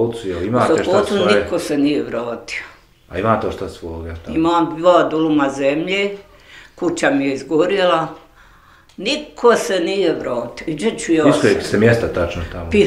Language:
Bosnian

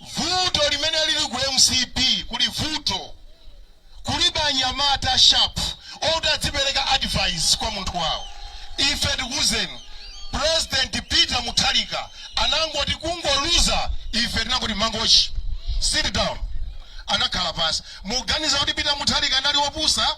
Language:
Nyanja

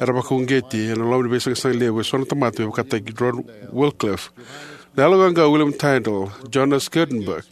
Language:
Fijian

